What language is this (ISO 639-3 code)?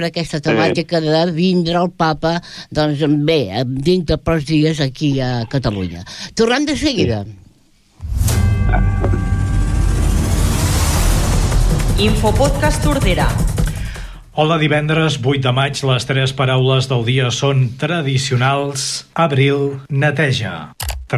cat